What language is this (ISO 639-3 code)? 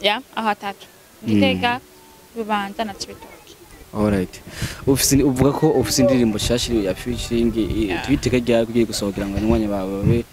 run